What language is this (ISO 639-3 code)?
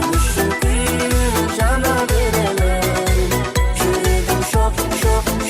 kaa